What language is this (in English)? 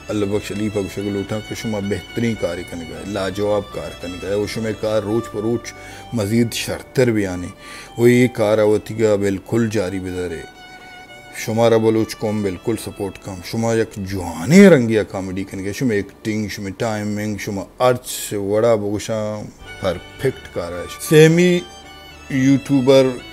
Baluchi